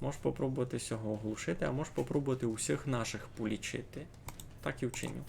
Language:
Rusyn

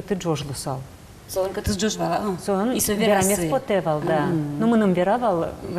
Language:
Udmurt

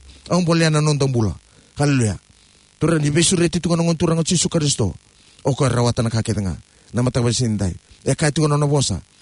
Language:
Fijian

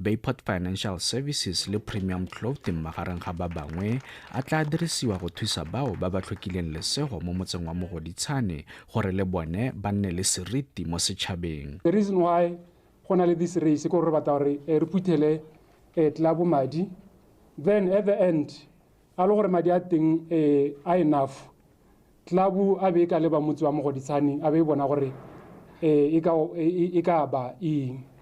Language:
Tswana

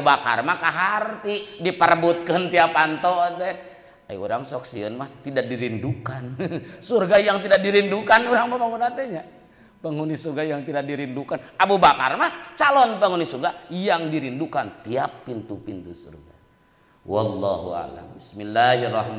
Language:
Sundanese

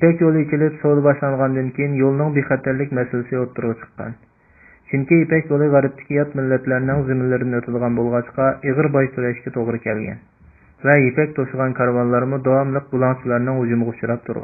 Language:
Uyghur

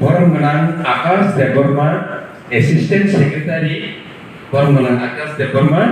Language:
Kok Borok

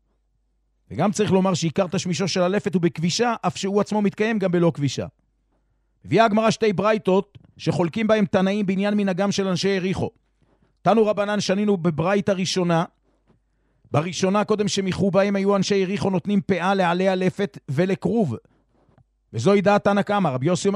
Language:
Hebrew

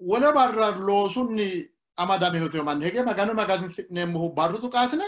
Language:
Sidamo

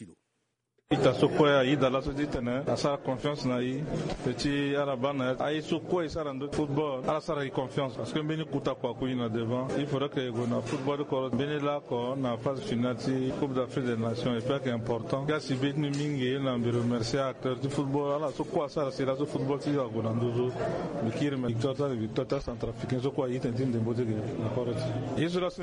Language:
Sango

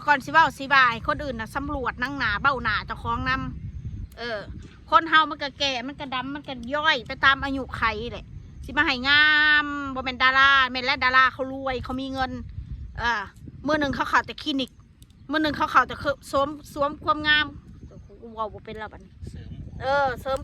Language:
Northeastern Thai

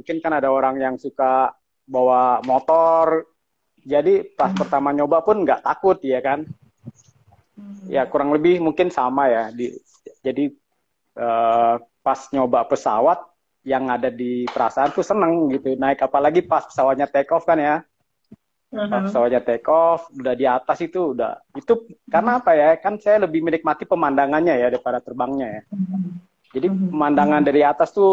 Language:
Indonesian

